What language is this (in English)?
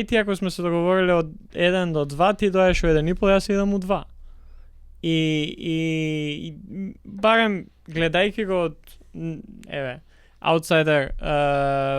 Macedonian